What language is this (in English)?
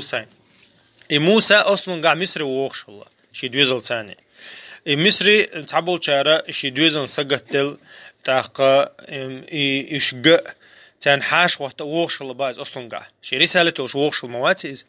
Chechen